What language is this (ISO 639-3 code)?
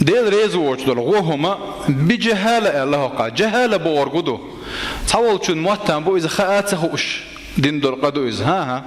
che